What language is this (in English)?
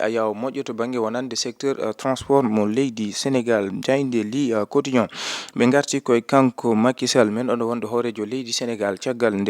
Fula